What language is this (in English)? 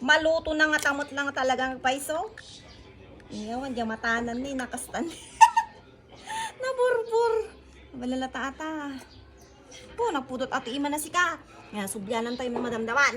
Iloko